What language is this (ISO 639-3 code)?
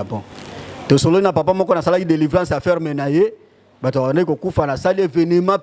lin